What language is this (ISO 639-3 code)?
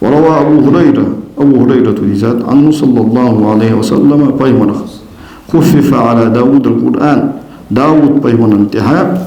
inh